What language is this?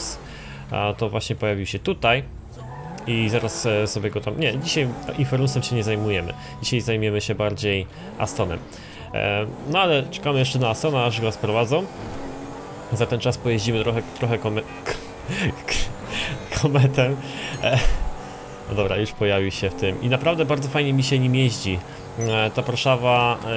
Polish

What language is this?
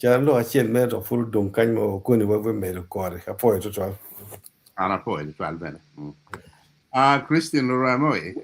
Acoli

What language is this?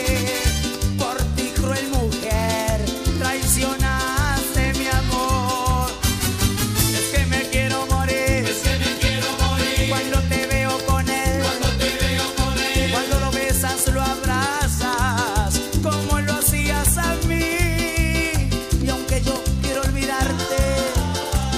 Spanish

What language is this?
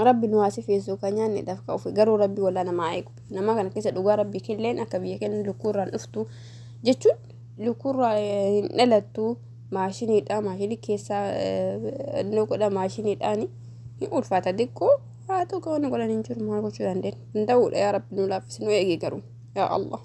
Oromo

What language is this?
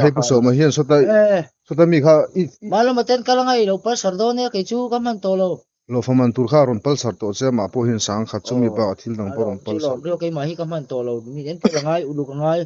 Mizo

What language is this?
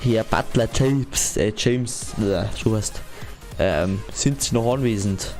Bavarian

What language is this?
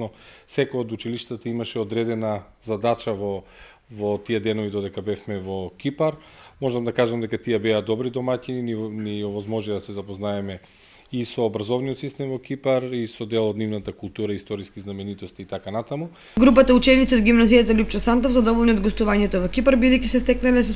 Macedonian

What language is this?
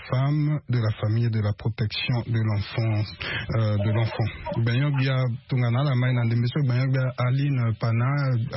Sango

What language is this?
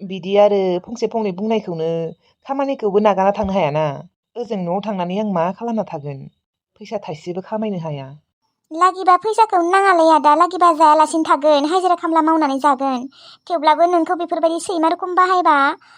Bodo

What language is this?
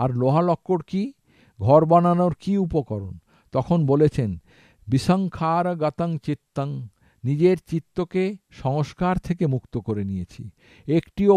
Bangla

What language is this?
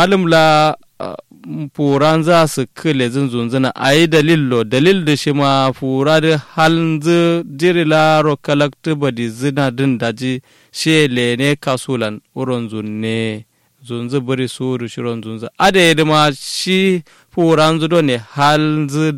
Kanuri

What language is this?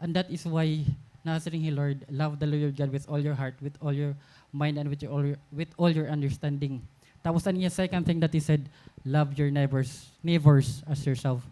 Waray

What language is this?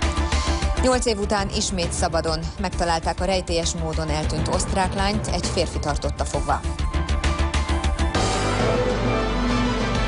Hungarian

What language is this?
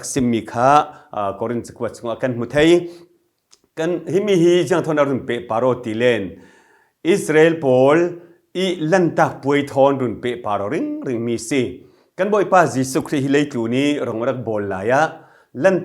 Falam Chin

